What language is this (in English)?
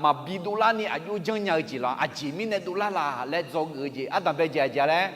Akha